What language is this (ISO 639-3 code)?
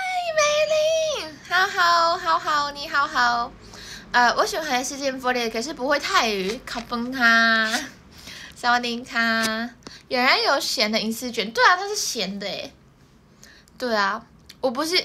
zho